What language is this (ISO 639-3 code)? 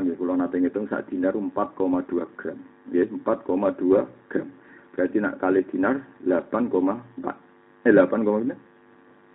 jav